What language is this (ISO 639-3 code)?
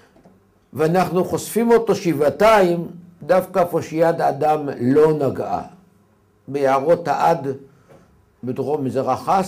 heb